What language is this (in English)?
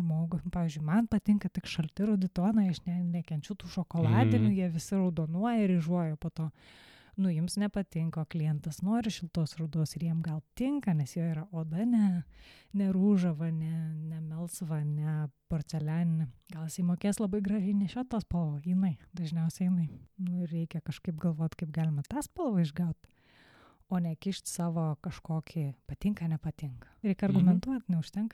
Lithuanian